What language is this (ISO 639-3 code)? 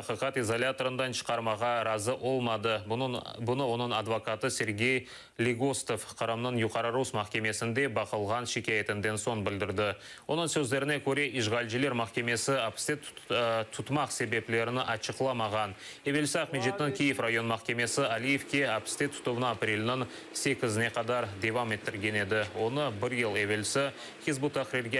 crh